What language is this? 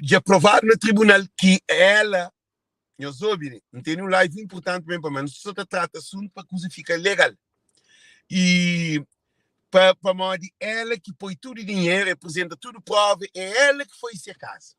Kabuverdianu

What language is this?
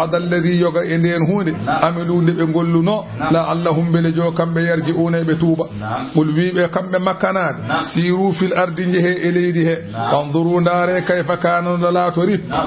Fula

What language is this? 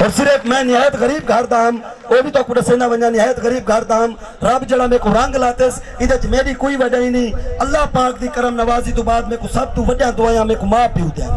Saraiki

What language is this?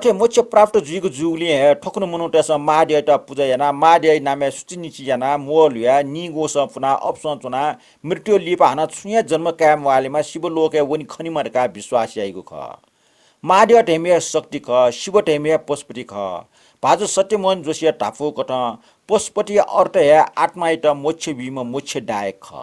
Newari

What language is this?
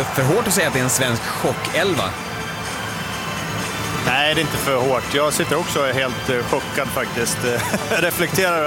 Swedish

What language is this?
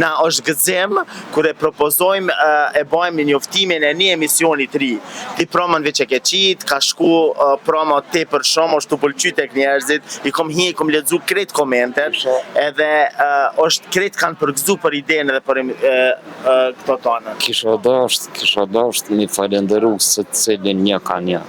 Albanian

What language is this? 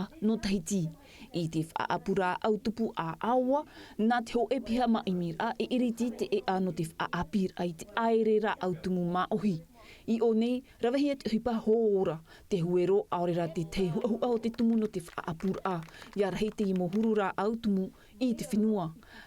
Tahitian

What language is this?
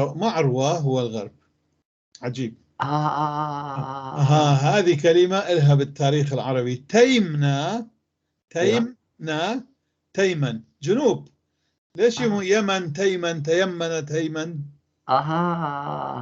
North Levantine Arabic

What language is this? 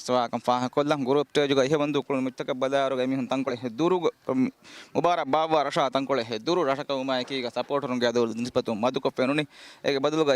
Divehi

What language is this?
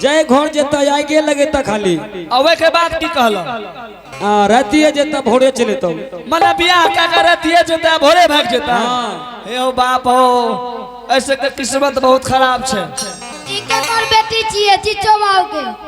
Angika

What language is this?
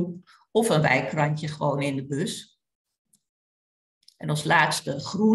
Dutch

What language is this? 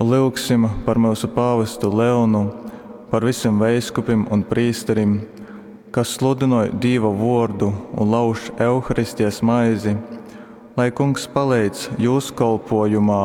Latgalian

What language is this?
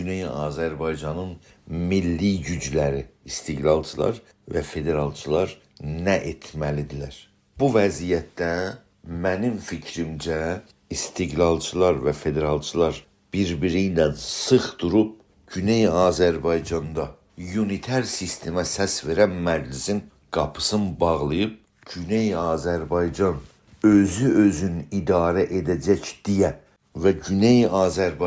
South Azerbaijani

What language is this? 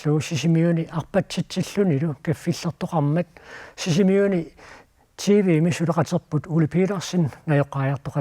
Kalaallisut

